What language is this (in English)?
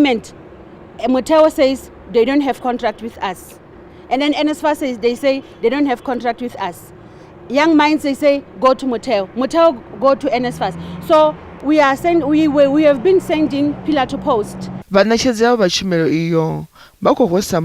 Venda